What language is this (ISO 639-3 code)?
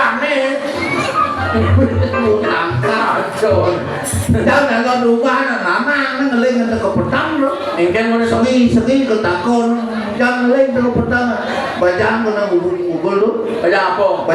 ban